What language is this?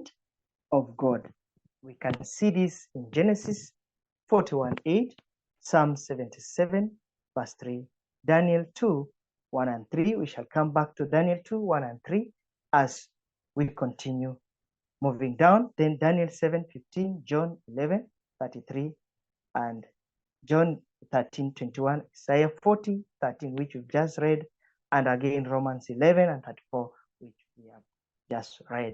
English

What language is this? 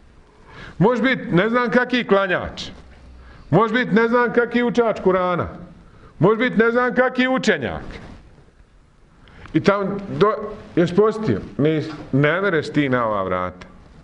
Bosnian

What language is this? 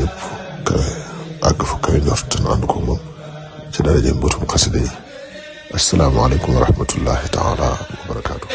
Wolof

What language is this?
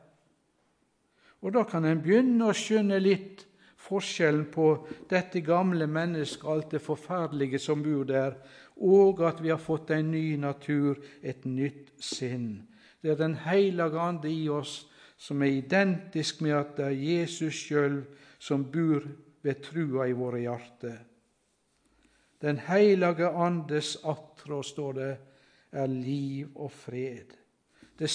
Norwegian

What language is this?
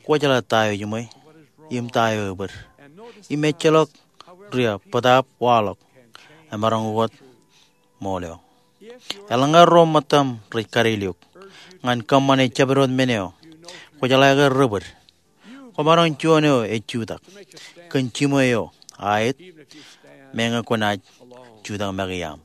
Marshallese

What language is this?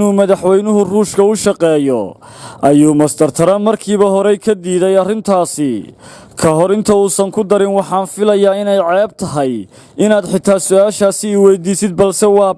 Somali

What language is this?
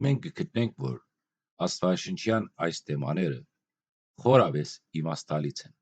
Western Armenian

